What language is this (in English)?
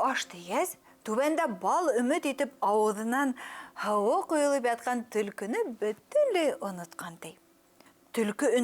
Bashkir